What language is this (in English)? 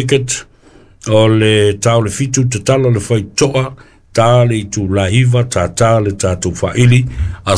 Samoan